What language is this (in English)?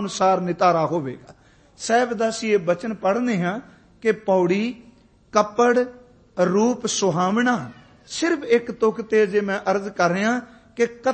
Punjabi